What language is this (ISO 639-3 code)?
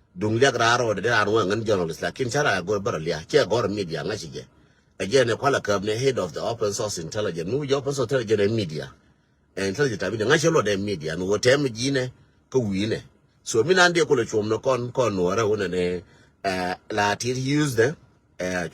nus